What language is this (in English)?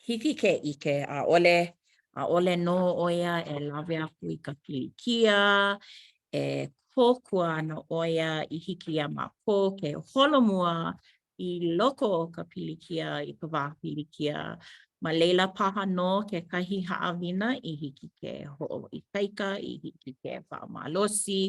Hawaiian